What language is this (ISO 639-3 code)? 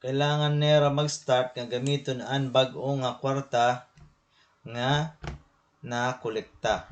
war